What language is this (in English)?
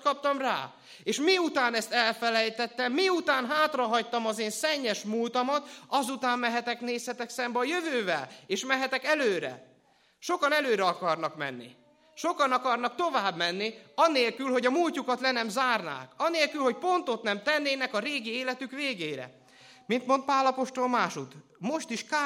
Hungarian